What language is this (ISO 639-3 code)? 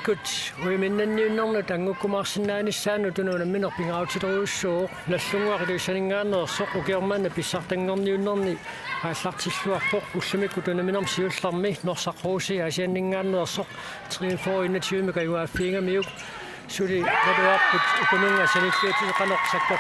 kal